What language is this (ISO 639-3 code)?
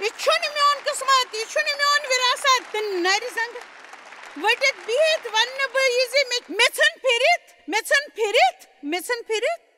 kas